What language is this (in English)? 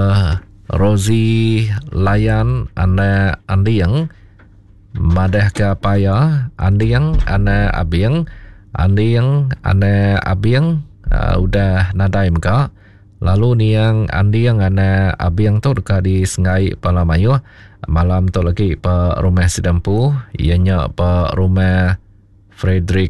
Iban